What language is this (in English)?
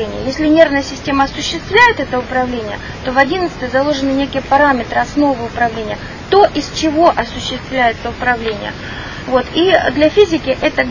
Russian